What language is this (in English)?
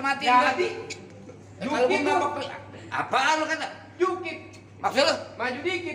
Betawi